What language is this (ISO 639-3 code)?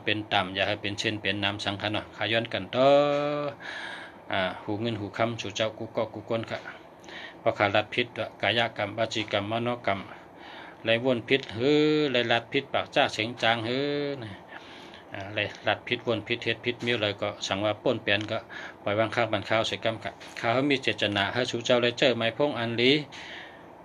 shn